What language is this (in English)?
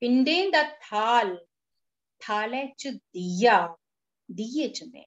Dogri